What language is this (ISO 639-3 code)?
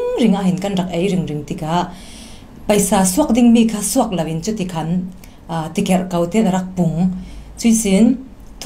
cfm